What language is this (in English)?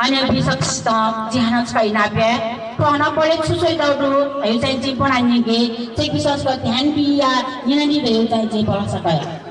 Newari